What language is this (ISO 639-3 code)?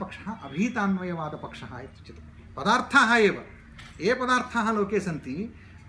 san